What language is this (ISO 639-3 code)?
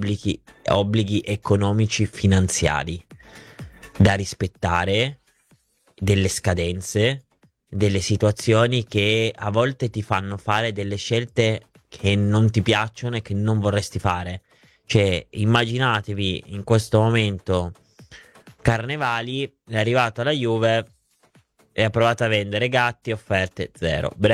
ita